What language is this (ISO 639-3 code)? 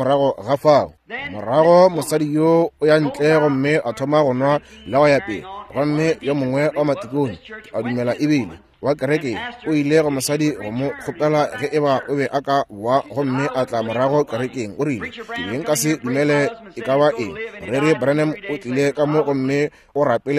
nso